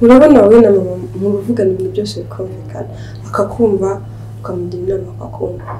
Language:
Kinyarwanda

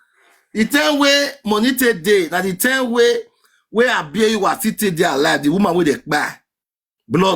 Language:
Nigerian Pidgin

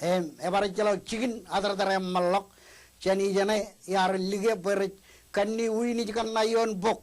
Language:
Marshallese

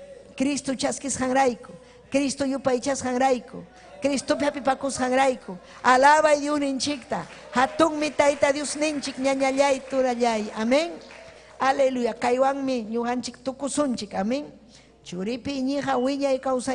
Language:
Ayacucho Quechua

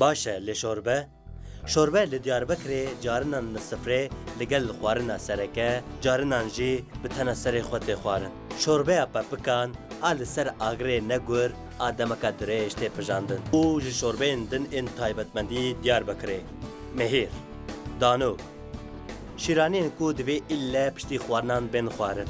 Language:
Kurdish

